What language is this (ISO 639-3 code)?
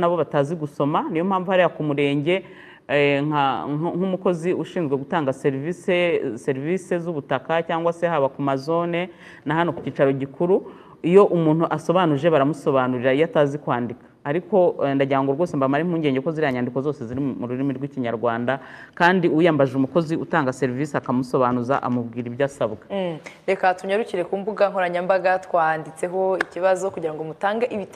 kin